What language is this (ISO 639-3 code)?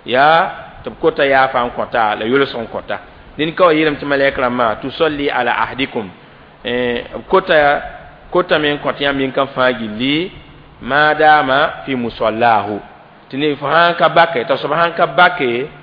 mos